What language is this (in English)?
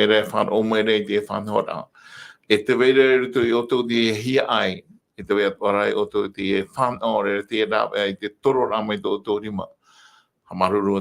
Tahitian